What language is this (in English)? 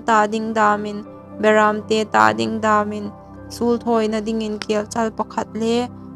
Hmar